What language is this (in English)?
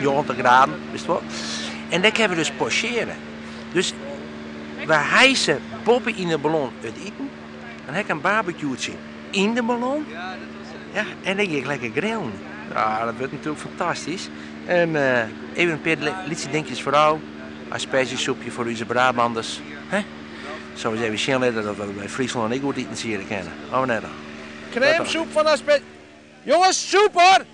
Western Frisian